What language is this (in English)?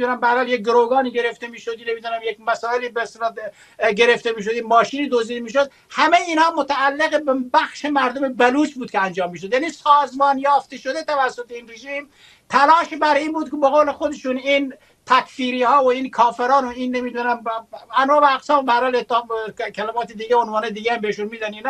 Persian